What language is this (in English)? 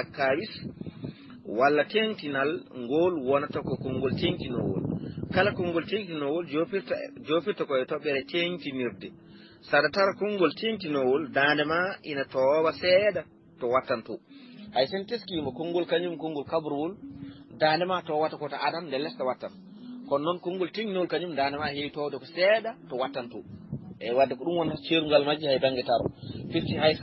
Fula